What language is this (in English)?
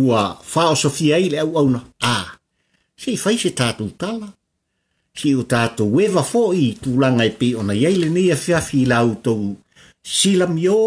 Samoan